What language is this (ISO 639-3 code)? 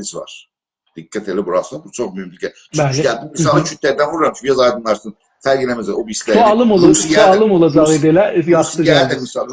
azb